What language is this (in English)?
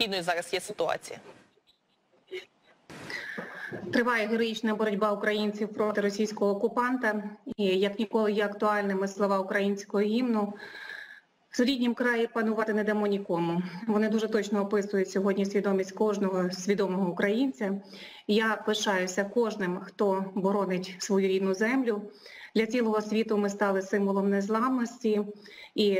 Ukrainian